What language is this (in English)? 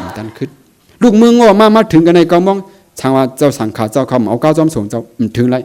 Shan